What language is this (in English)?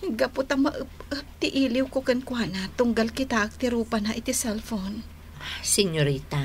Iloko